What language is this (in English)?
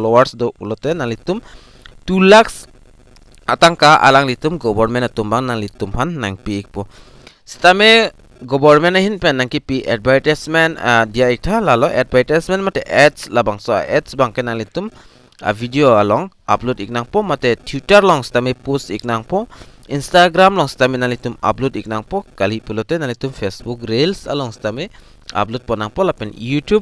Karbi